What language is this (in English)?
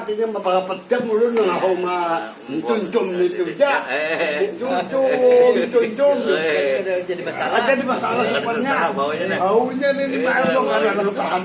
Banjar